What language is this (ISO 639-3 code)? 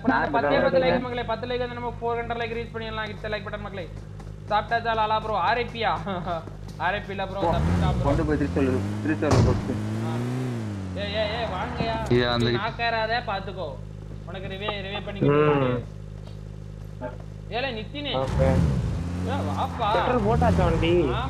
tam